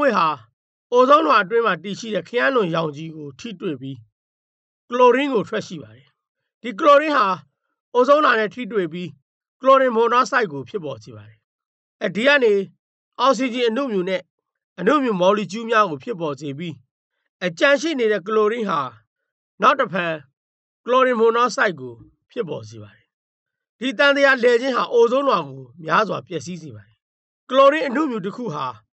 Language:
Burmese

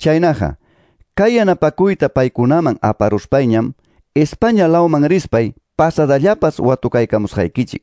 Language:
Ayacucho Quechua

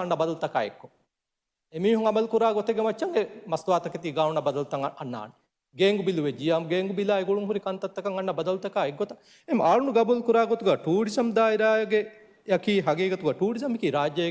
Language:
Divehi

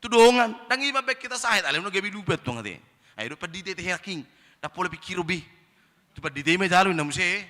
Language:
Batak Toba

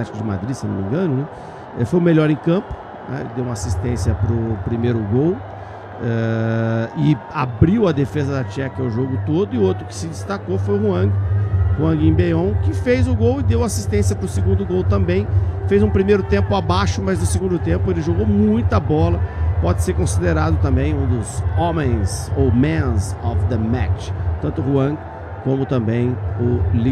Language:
Portuguese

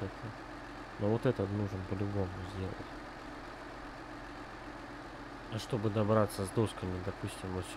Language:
Russian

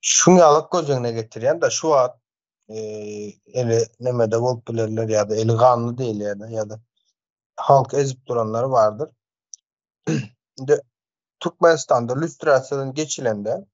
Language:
Turkmen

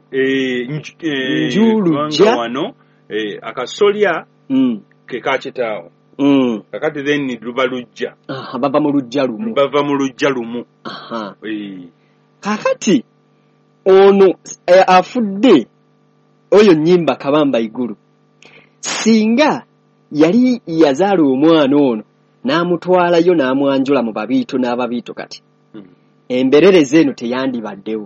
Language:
Ganda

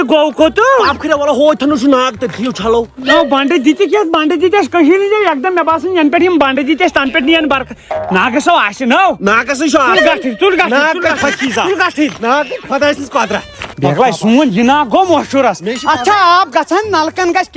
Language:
Kashmiri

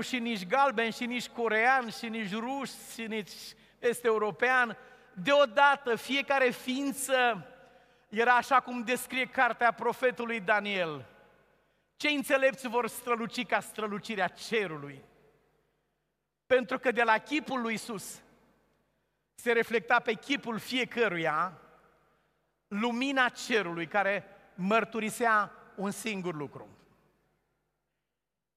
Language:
Romanian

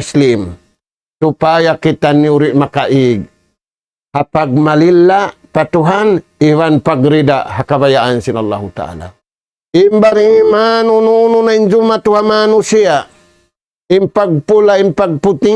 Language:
Tausug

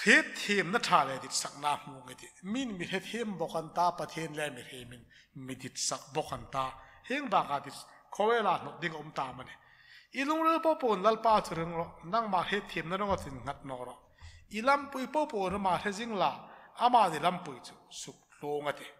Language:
Hmar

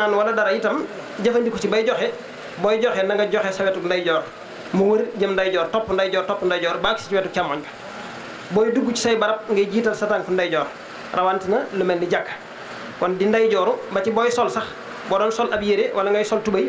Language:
Wolof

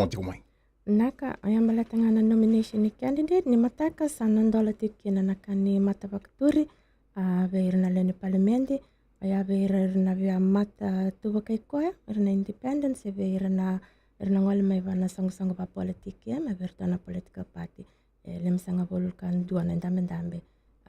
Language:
Fijian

